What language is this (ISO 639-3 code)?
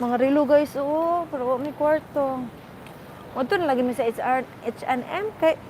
ceb